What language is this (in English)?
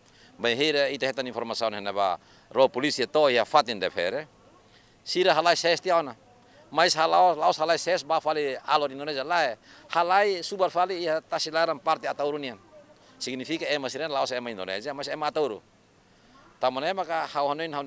Tetum